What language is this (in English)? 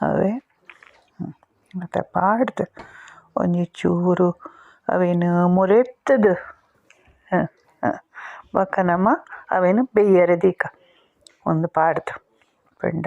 Tulu